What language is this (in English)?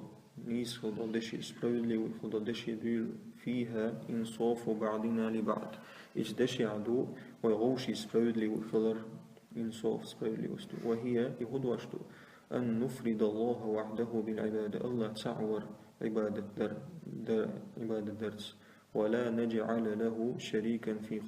Chechen